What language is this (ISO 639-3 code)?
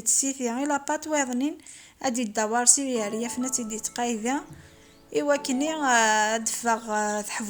kab